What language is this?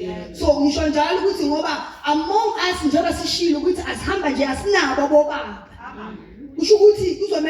Zulu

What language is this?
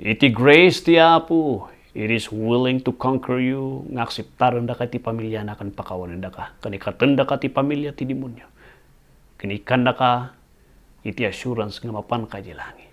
Iloko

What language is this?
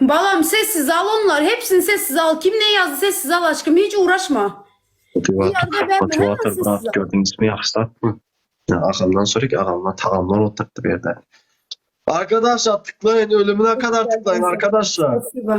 Turkmen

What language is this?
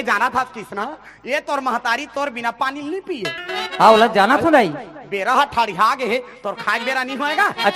Chhattisgarhi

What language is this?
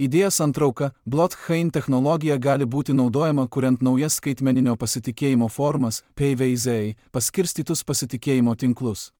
Lithuanian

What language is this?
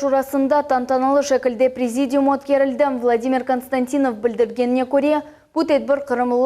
Crimean Tatar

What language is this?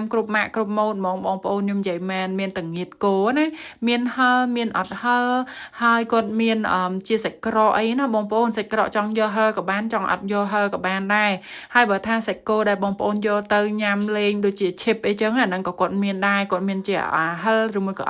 Khmer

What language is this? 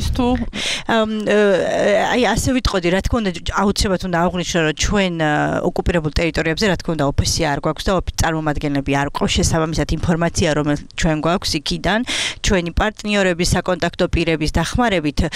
Georgian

